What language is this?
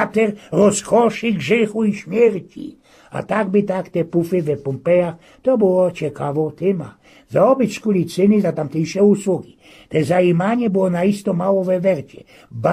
Silesian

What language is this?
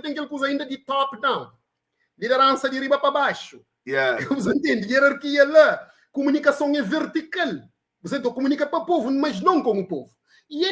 Kabuverdianu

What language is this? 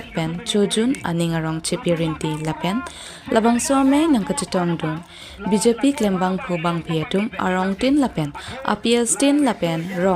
Karbi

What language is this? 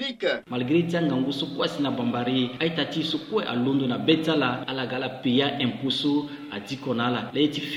Sango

